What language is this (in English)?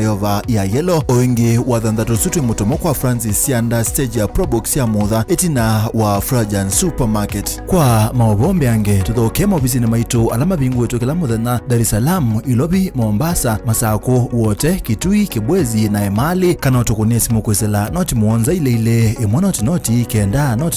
Kamba